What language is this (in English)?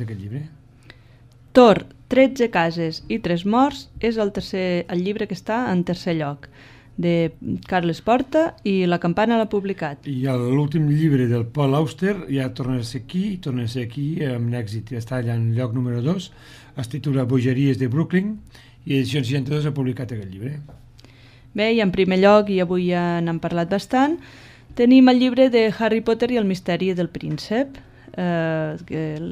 Catalan